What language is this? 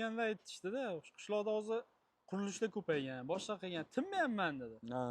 Uzbek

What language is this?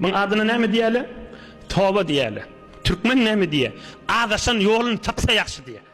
Turkmen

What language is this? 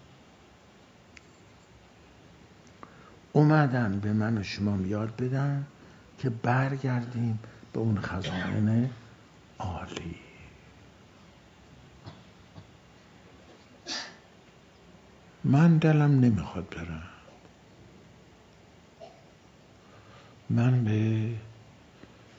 Persian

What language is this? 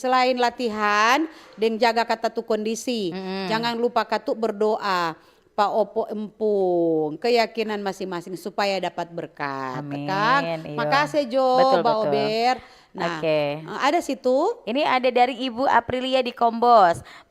Manado Malay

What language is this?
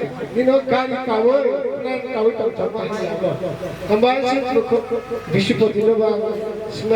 Kok Borok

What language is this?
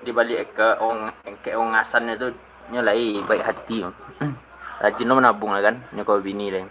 Minangkabau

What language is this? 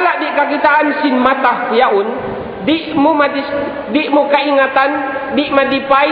Tausug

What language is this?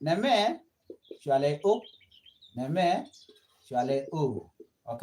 Nuer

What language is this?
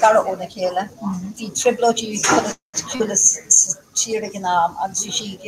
Irish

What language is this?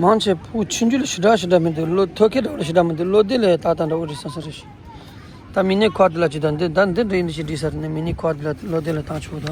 Tibetan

